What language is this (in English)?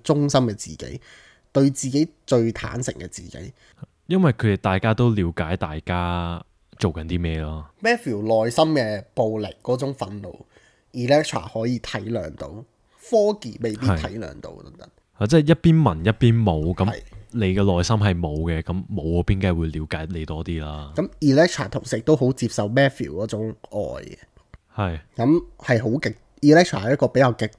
Cantonese